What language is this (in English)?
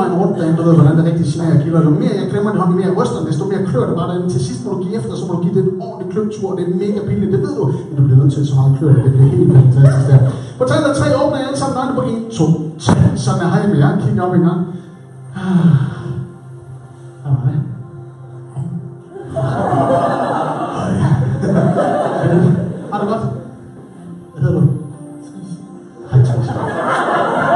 Danish